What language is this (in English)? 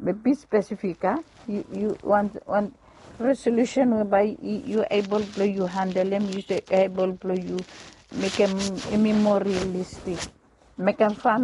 Bislama